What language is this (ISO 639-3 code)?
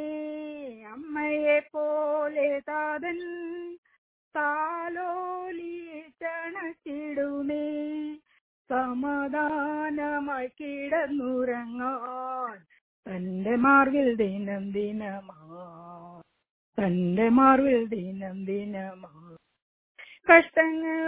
mal